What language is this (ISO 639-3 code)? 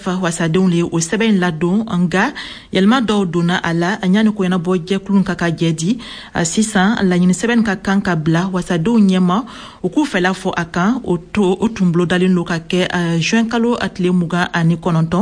bam